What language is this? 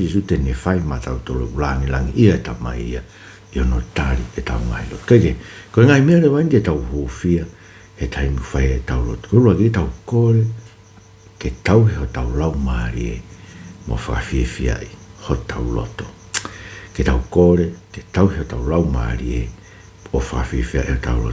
Tongan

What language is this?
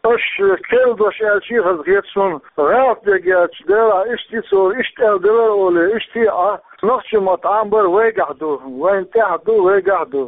Chechen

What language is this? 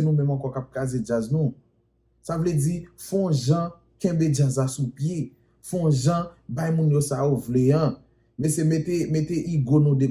Haitian Creole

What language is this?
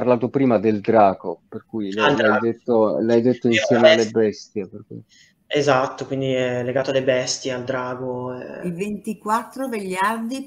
Italian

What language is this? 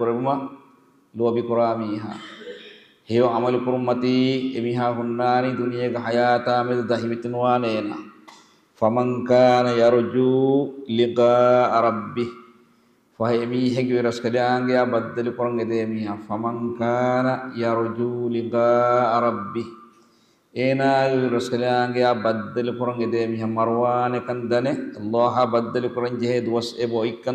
Divehi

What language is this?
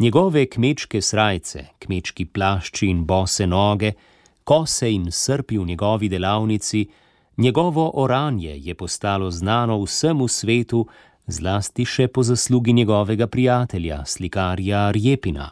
Slovenian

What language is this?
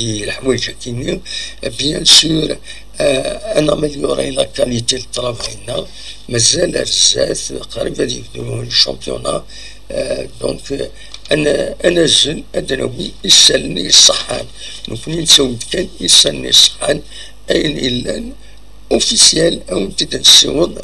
Kabyle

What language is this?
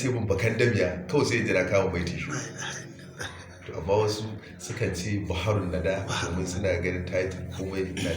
Hausa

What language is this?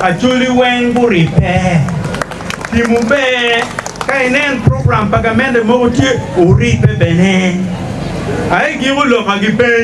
Acoli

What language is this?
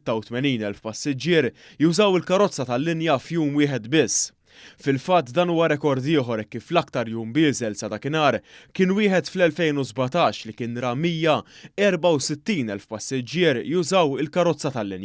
Maltese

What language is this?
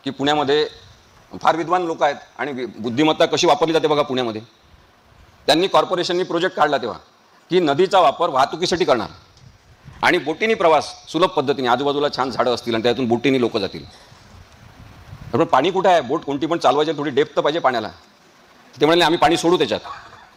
Marathi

